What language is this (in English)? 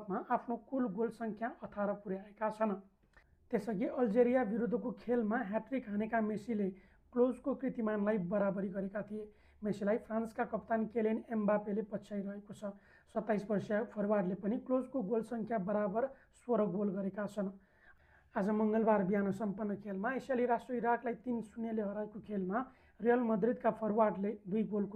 Nepali